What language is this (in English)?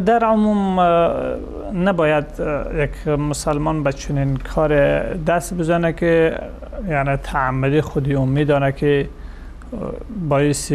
Persian